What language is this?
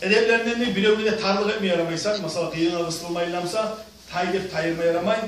Kumyk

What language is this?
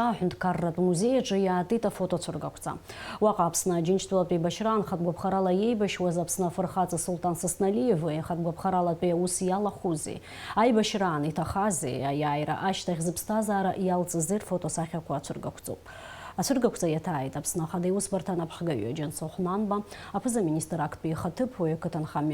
Abkhazian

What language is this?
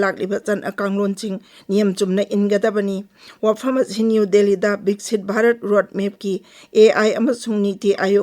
Manipuri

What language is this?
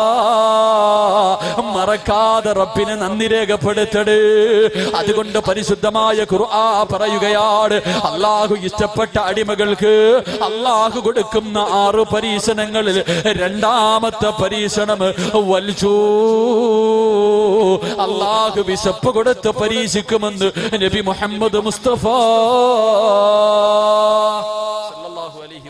Malayalam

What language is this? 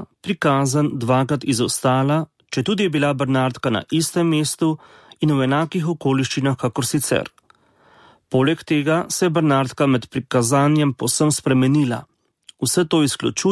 Slovenian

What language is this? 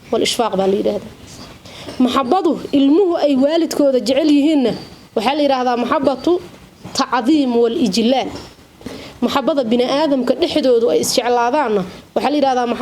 Somali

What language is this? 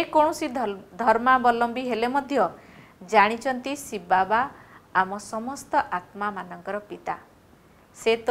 Odia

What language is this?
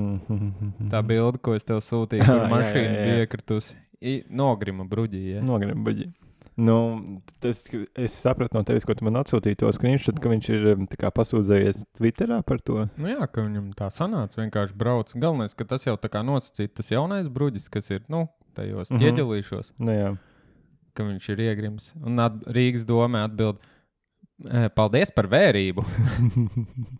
Latvian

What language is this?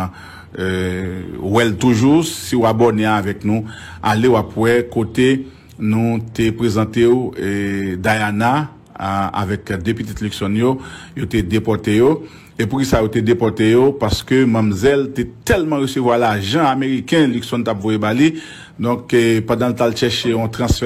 Haitian Creole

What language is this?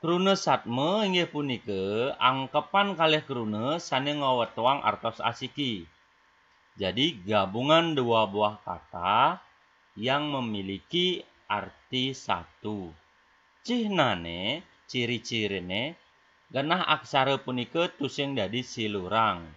Balinese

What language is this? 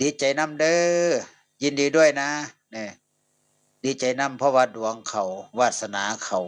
Northeastern Thai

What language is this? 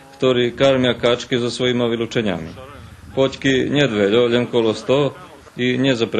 Rusyn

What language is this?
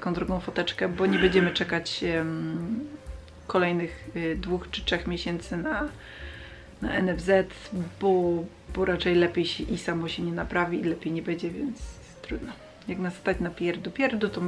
Polish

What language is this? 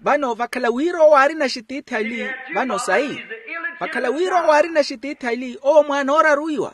Makhuwa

